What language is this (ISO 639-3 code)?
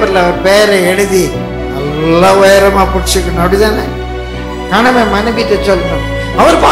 tam